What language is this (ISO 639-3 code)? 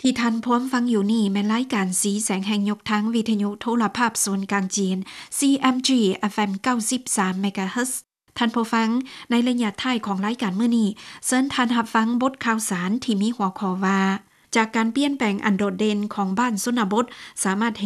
lao